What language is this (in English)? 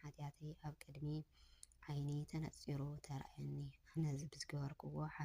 Tigrinya